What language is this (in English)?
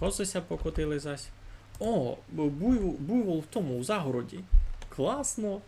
Rusyn